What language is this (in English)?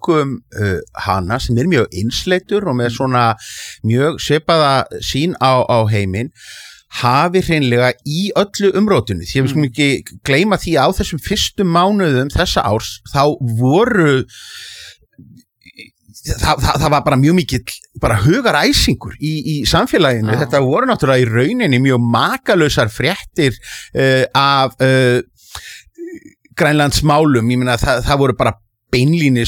Icelandic